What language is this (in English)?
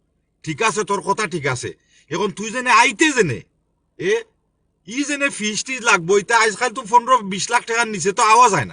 Sylheti